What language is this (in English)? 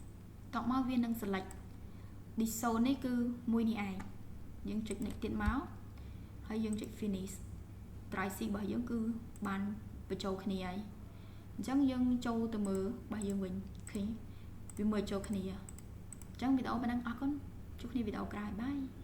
Khmer